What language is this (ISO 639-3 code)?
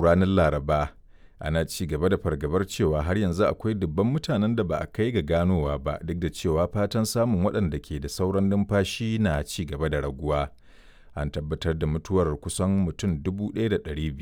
hau